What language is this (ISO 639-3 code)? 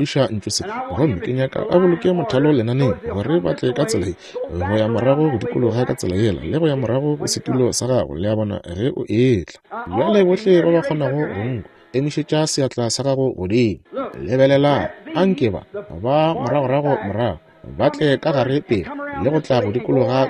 nso